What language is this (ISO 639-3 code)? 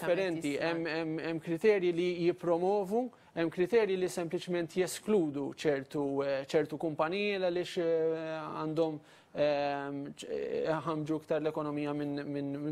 mlt